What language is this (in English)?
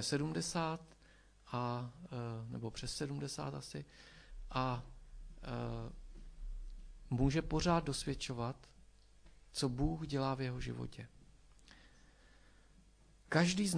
Czech